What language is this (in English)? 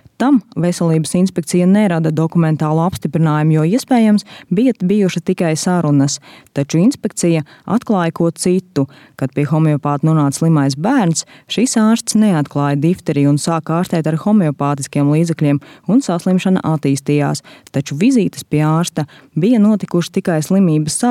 Latvian